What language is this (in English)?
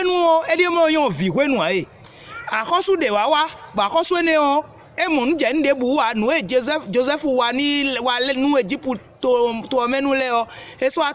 Fon